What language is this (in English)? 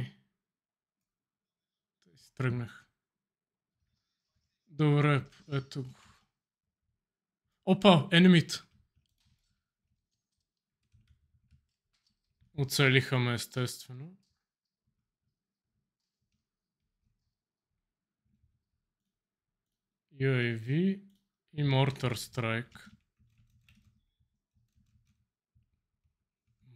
Bulgarian